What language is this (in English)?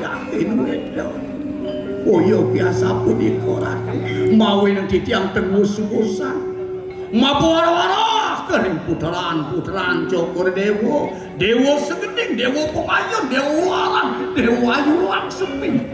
Balinese